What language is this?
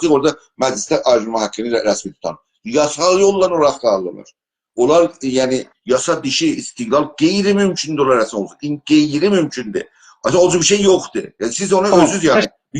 South Azerbaijani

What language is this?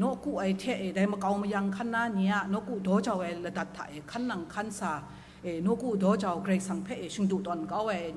Kachin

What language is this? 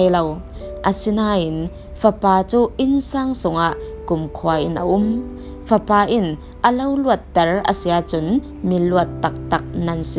Falam Chin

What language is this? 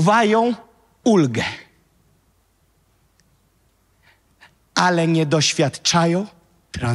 Polish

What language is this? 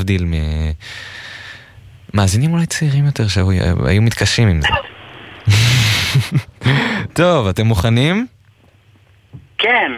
Hebrew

